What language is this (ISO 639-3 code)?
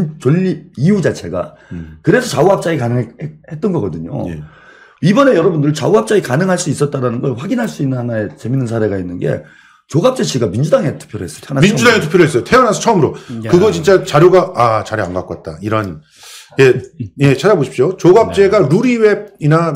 kor